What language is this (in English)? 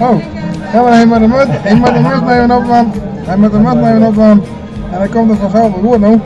Western Frisian